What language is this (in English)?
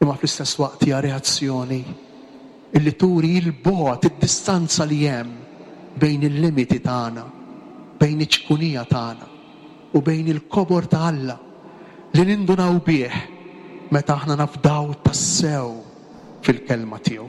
Maltese